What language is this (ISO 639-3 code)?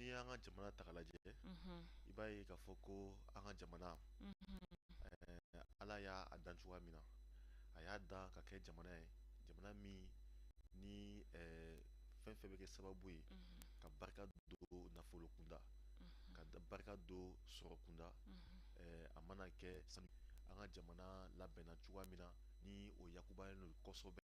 bam